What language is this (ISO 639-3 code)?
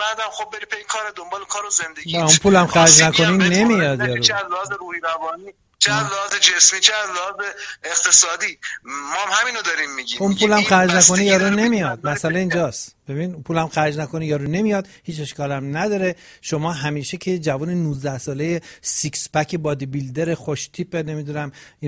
fas